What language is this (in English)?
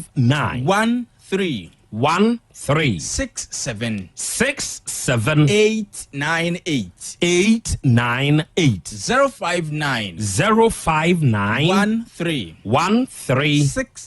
Akan